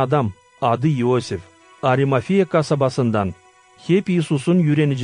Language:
Gagauz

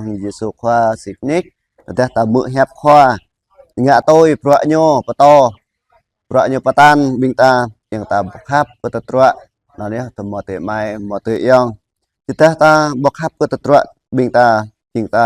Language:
Jarai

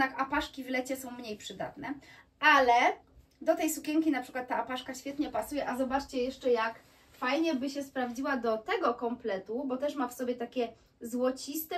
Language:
Polish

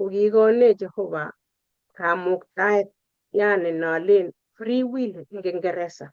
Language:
Kalenjin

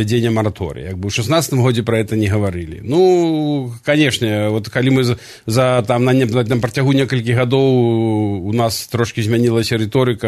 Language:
Belarusian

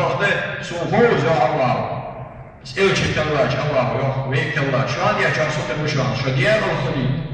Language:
Ingush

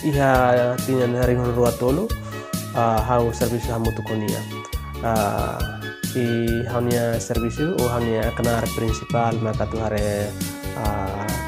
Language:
Tetum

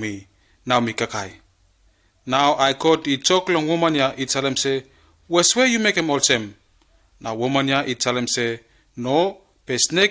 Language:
Bislama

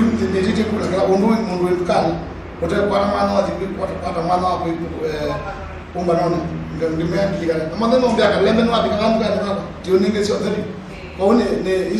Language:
Kamba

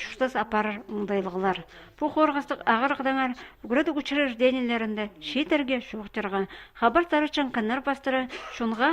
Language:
Khakas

